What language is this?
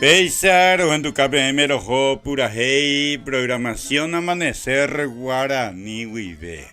Guarani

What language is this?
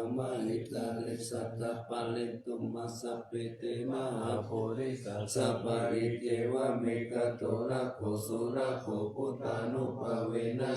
Pali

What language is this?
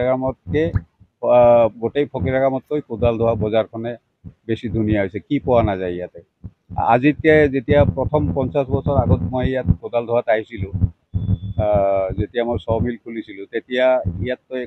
Assamese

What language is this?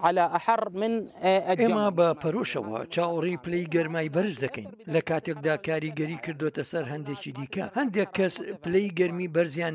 Central Kurdish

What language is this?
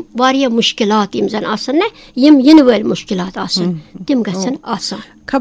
Kashmiri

